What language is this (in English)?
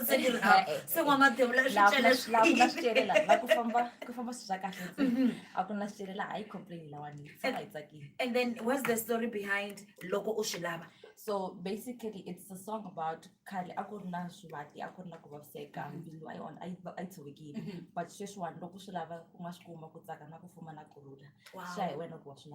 Tsonga